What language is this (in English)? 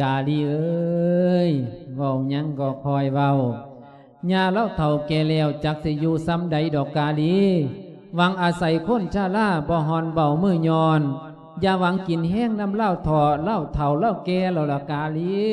Lao